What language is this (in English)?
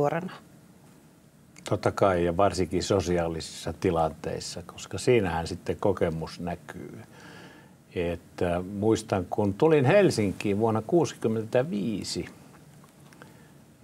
Finnish